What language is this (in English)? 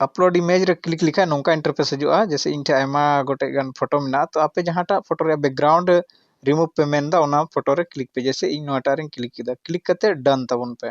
Santali